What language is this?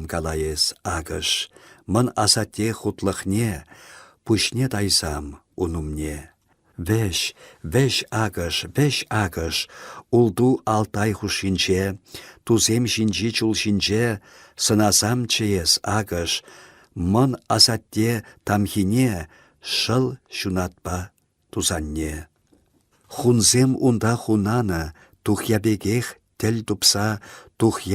Chuvash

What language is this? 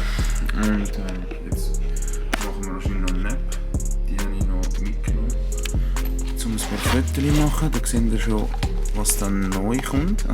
Swiss German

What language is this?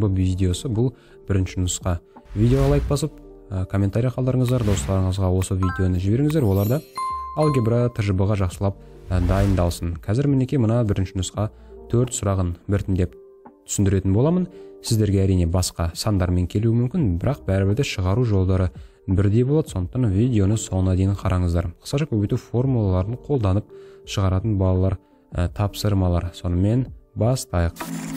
Kazakh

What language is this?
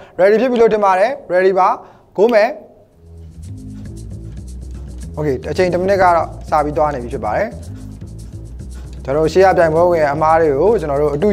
Burmese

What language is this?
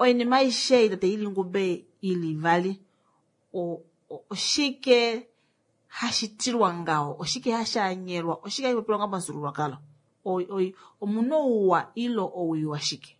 Kuanyama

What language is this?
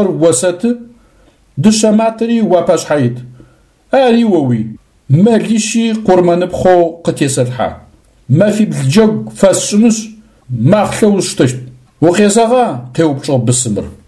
Adyghe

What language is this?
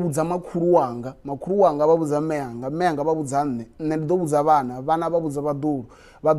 Venda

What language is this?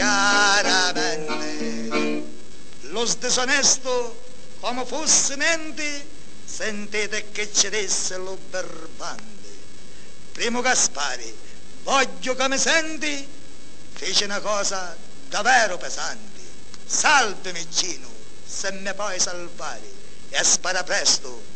Italian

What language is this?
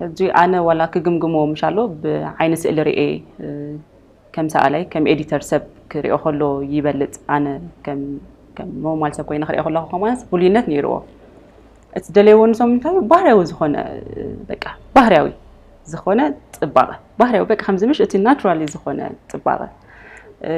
Tigrinya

